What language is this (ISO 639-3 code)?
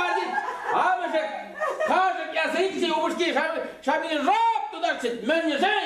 chv